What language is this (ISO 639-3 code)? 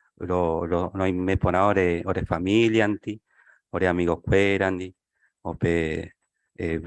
grn